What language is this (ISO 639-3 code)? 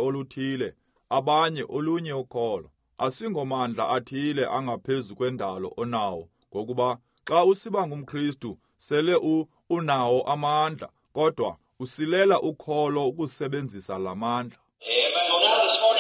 xho